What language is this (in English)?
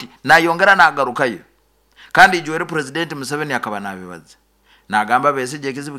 Nyoro